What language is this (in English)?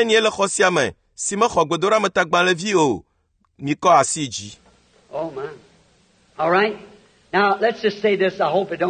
Ewe